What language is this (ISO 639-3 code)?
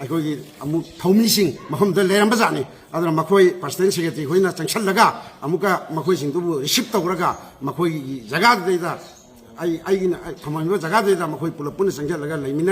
mni